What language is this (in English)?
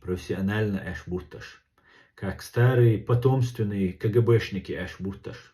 Chechen